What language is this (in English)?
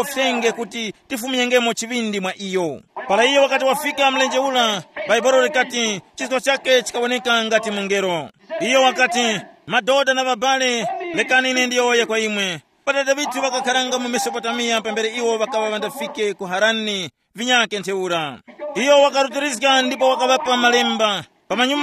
Tumbuka